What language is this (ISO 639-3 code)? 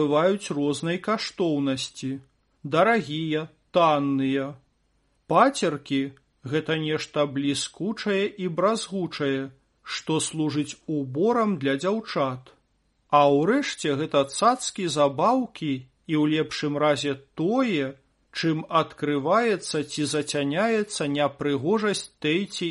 bel